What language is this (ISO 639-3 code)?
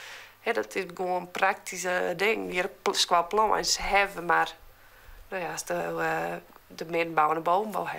fry